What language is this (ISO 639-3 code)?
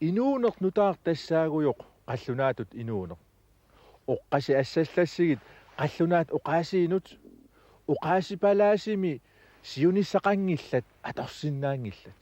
kal